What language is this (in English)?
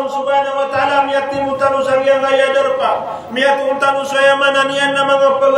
Maranao